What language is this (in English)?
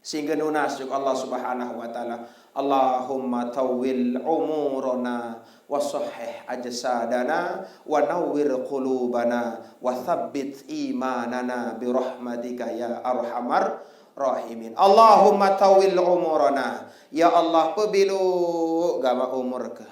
Sasak